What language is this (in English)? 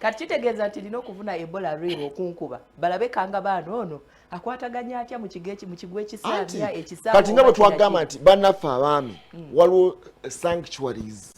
Ganda